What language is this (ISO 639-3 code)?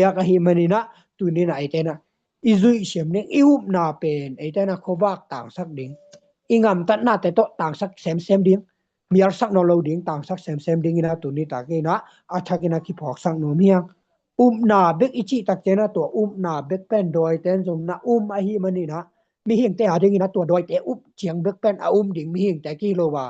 ctd